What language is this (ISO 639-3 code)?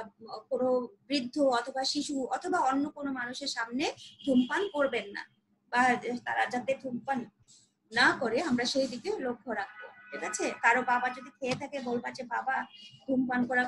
ben